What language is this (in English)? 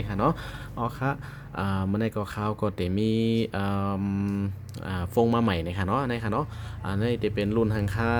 Shan